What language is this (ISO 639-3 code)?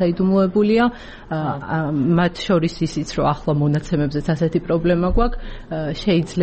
kat